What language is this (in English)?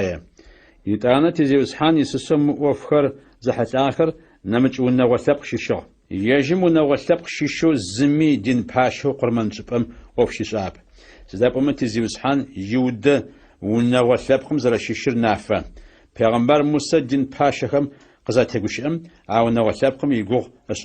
Adyghe